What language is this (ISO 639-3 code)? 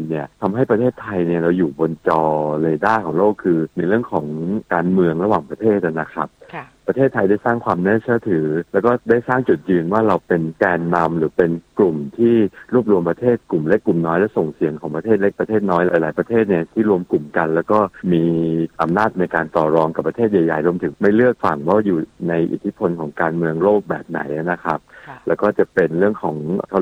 tha